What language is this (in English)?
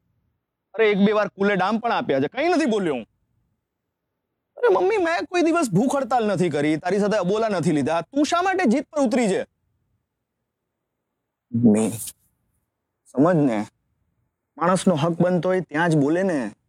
Gujarati